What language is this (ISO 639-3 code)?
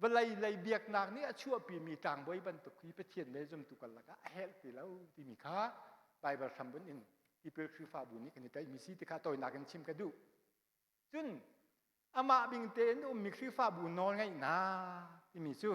cnh